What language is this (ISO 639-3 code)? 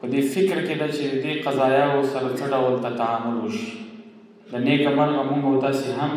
pus